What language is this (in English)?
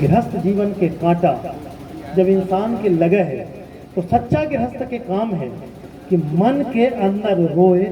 Magahi